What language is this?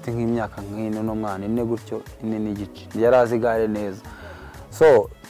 Kinyarwanda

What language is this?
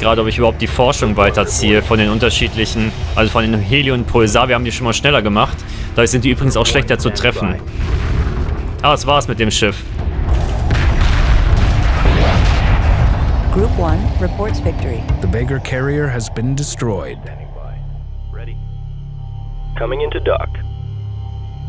German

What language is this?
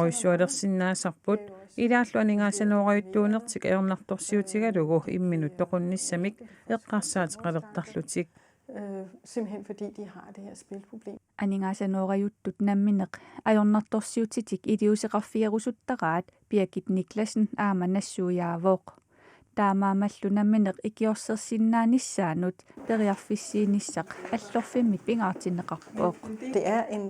Kalaallisut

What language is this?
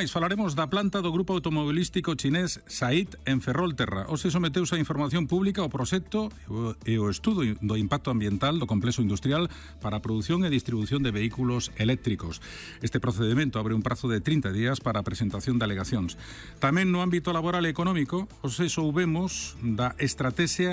Galician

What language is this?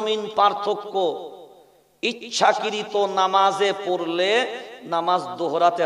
Bangla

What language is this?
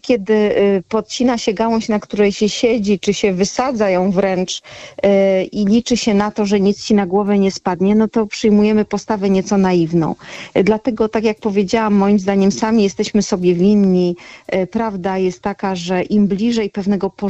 Polish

